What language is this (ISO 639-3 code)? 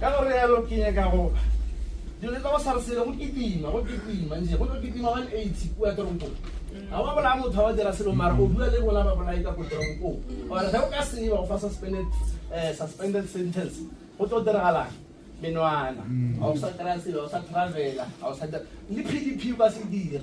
nso